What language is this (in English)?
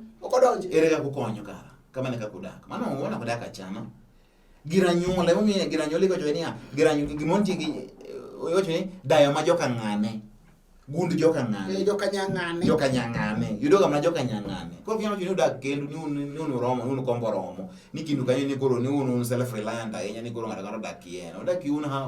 Luo (Kenya and Tanzania)